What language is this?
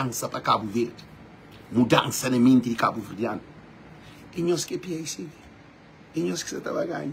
Kabuverdianu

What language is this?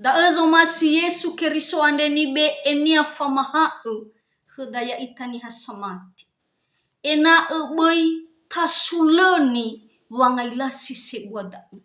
Nias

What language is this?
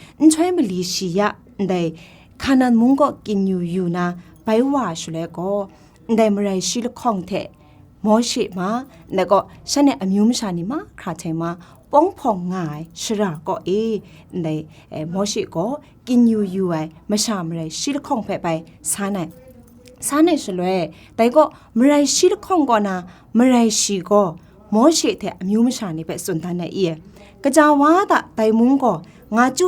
Kachin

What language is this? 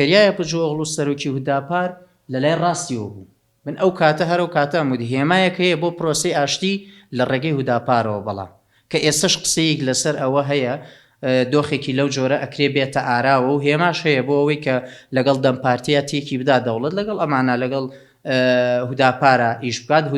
Central Kurdish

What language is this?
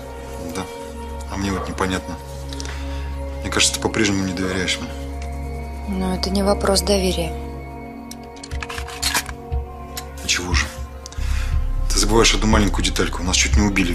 Russian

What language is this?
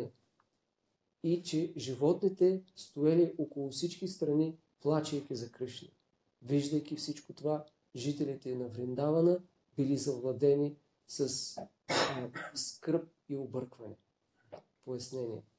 Bulgarian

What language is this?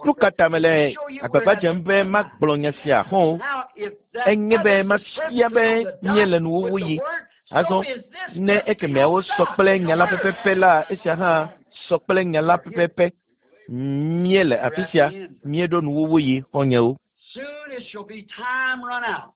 Ewe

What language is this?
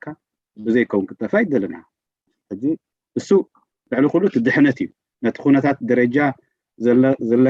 Tigrinya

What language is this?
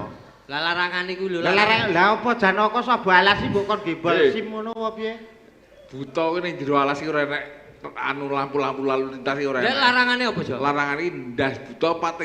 Javanese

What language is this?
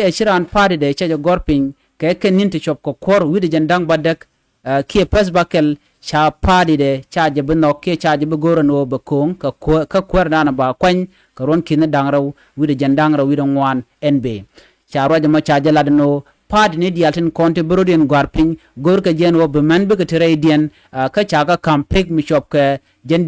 Nuer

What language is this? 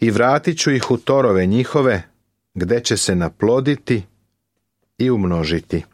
Serbian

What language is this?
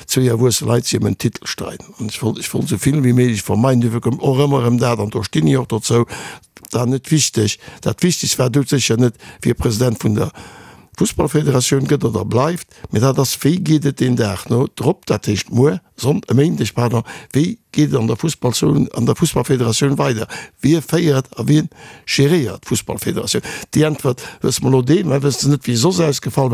Luxembourgish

